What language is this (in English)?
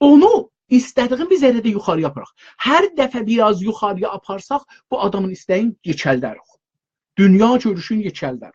South Azerbaijani